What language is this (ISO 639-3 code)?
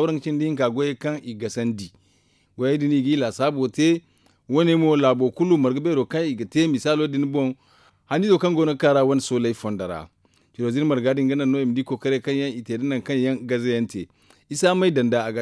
dje